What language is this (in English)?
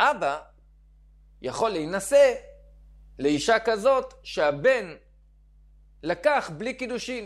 Hebrew